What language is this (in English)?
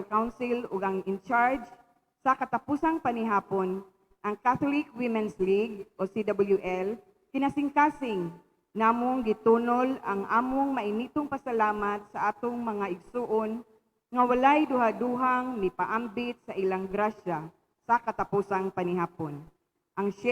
Cebuano